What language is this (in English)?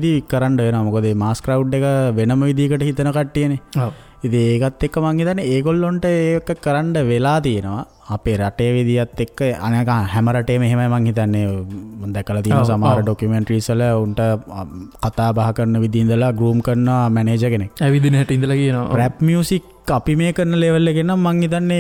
Sinhala